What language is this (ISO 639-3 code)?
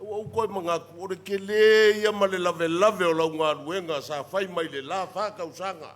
smo